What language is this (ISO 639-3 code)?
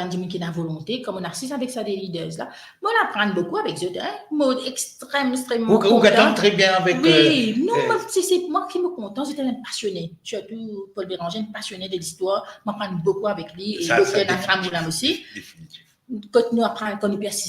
mfe